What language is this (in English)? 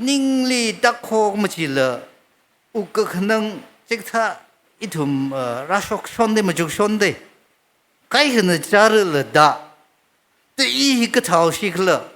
Tangkhul Naga (India)